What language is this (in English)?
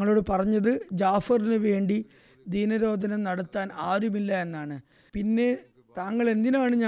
Malayalam